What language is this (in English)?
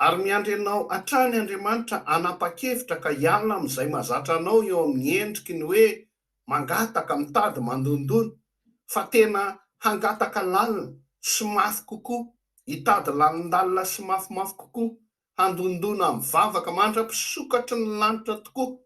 Malagasy